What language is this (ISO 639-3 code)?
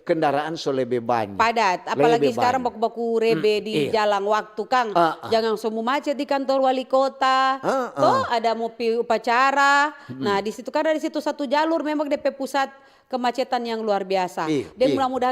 xmm